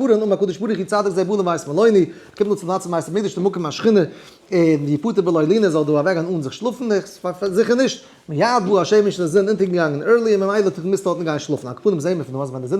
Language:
Yiddish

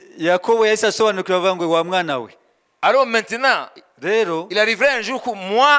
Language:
Kinyarwanda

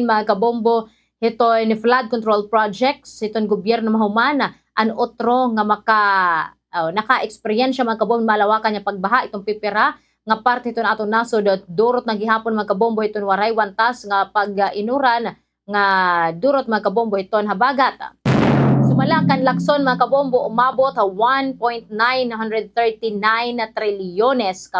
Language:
Waray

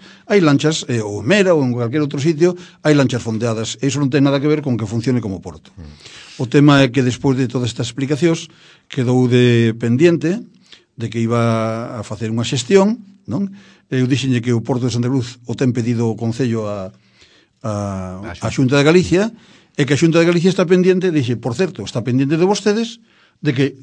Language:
Galician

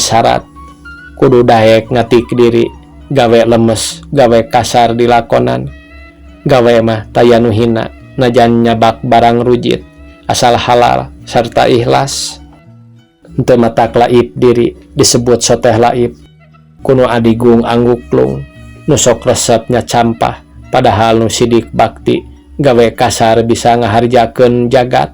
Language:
Sundanese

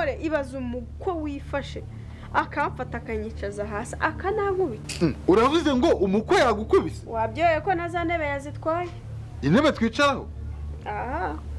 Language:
Kinyarwanda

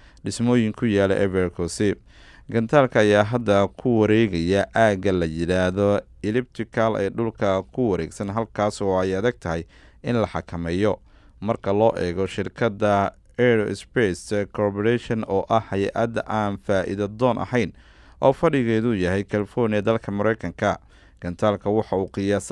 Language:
Somali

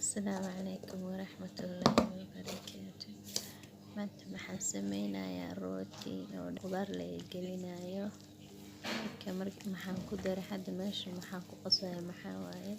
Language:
Somali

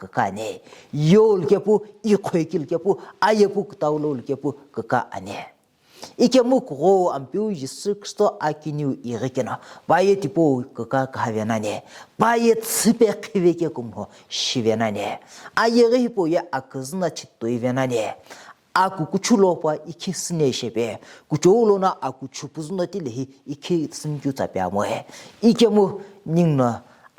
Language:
Sumi Naga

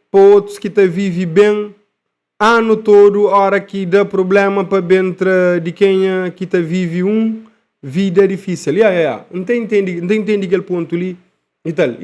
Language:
Kabuverdianu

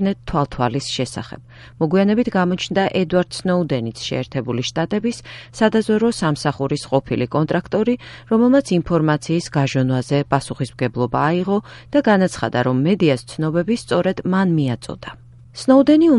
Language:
Georgian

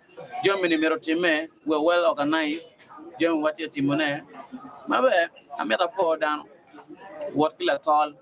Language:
Acoli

